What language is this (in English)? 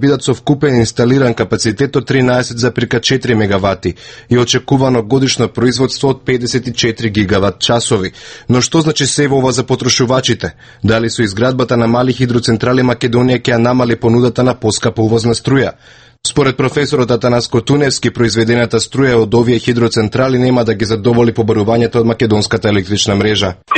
Macedonian